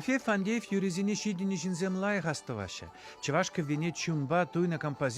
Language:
Chuvash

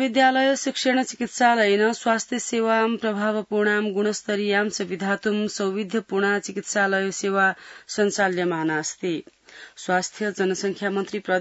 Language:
Sanskrit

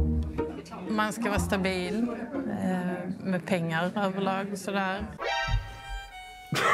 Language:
Swedish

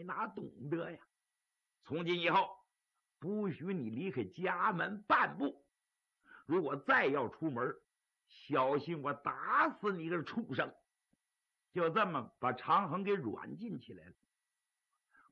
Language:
Chinese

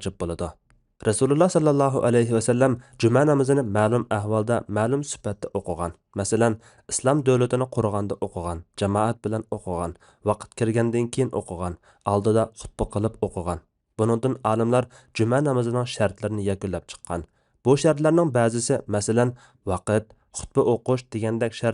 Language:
Uyghur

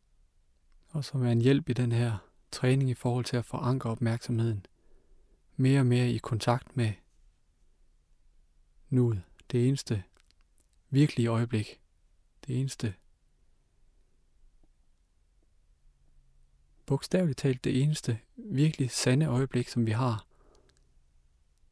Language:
Danish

